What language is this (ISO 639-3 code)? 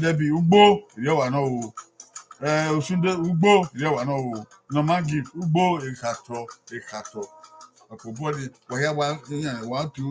bin